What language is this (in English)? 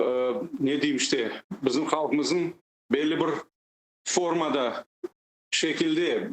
Crimean Tatar